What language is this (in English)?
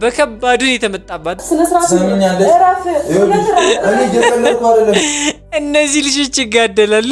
Amharic